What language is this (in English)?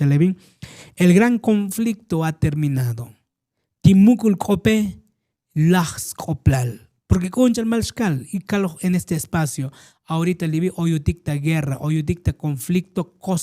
Tzotzil